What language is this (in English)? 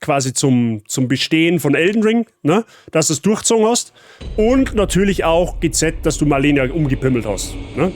Bavarian